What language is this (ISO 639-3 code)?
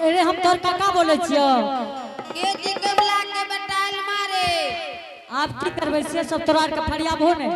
anp